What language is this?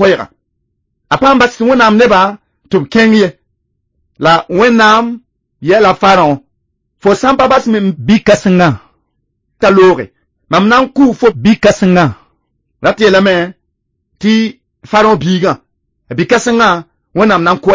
Mossi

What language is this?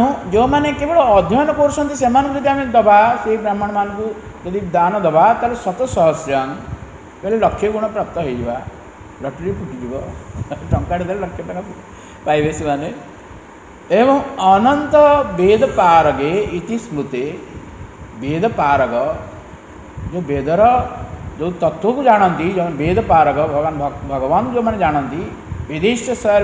Odia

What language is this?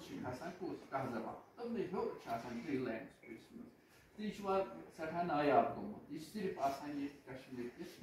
Kashmiri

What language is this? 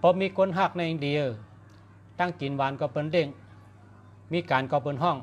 Shan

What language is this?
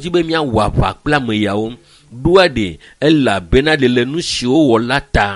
Ewe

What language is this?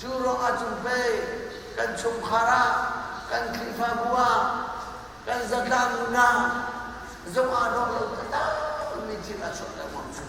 Hakha Chin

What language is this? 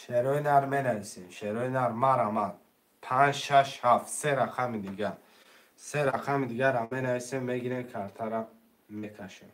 Tajik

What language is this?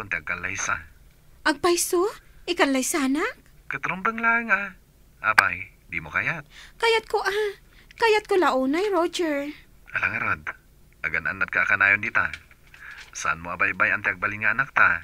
Iloko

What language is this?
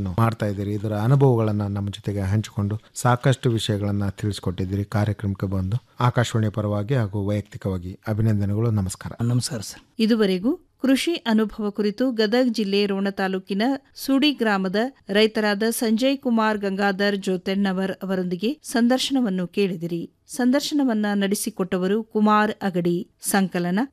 Kannada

